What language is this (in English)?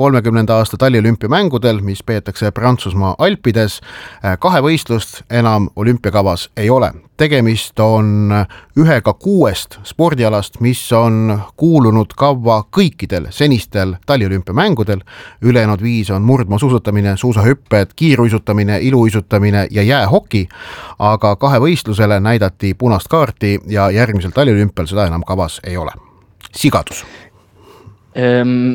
Estonian